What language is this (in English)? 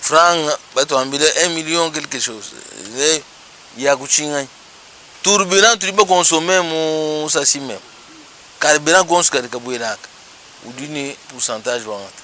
Luba-Lulua